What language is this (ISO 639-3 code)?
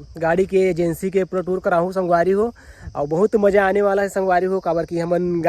hne